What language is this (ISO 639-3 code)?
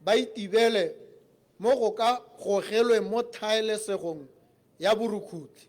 tsn